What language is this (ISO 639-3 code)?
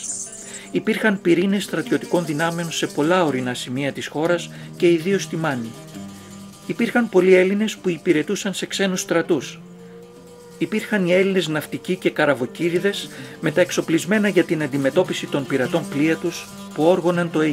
ell